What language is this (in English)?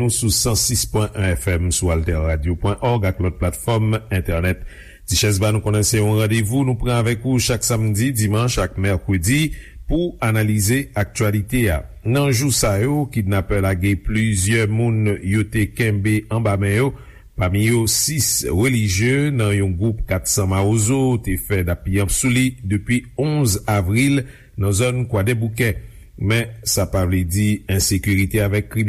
Haitian Creole